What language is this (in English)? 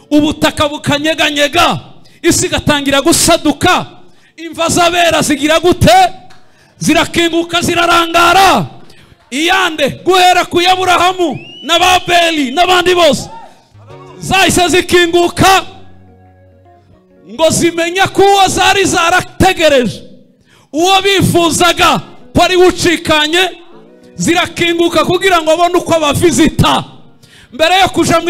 Kinyarwanda